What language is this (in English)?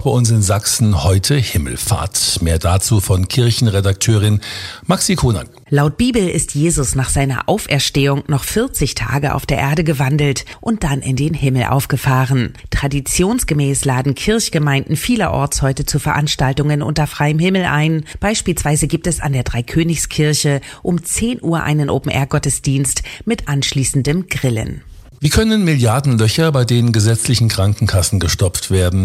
German